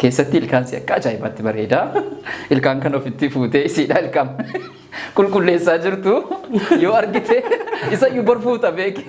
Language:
Oromo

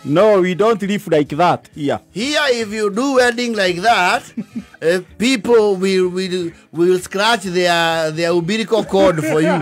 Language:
Kikuyu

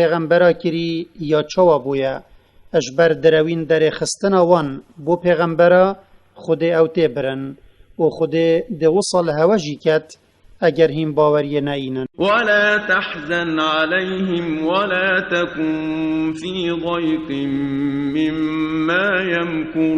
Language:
Kurdish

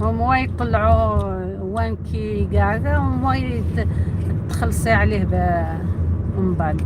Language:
Algerian Arabic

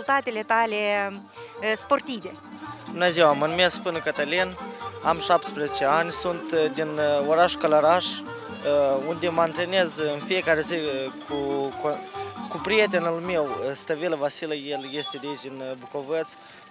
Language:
Romanian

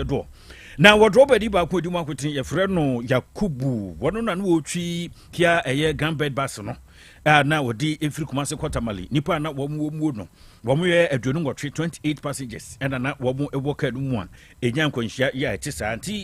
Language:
Akan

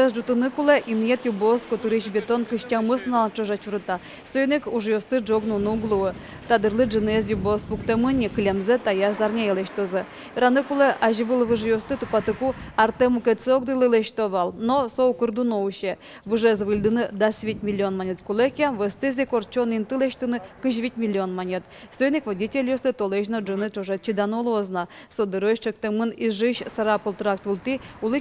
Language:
Udmurt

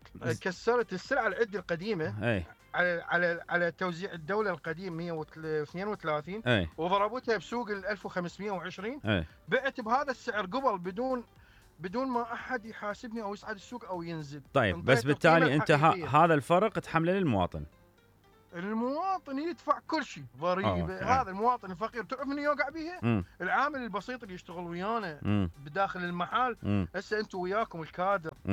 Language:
Mesopotamian Arabic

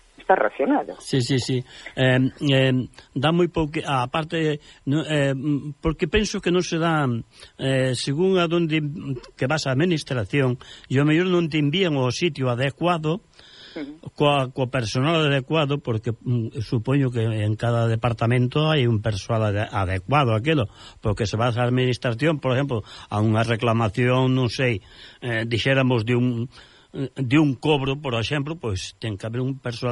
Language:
Galician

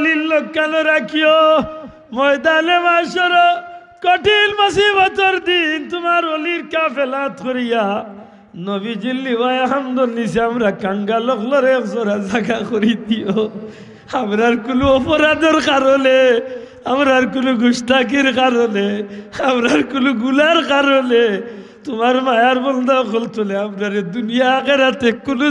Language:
Sylheti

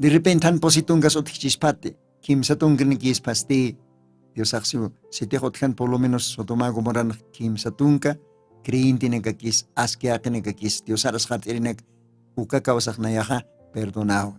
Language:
Aymara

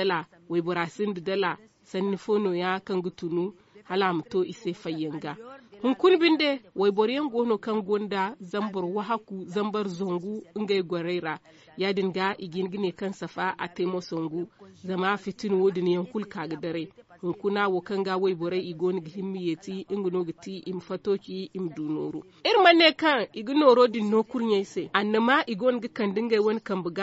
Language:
Zarma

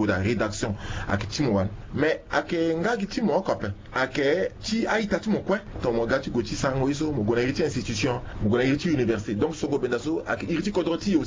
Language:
Sango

